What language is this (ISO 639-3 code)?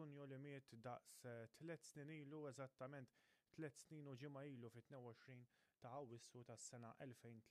mlt